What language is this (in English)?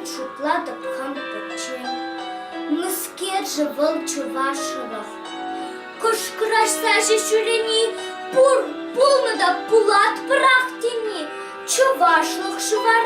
Chuvash